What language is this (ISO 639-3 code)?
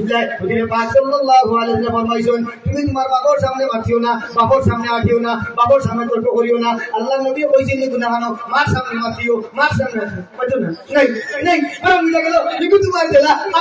syl